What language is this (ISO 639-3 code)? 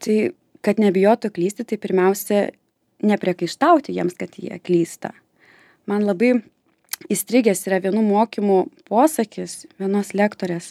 lit